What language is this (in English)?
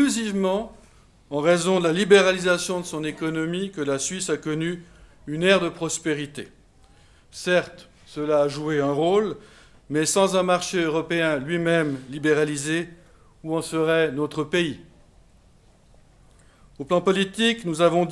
French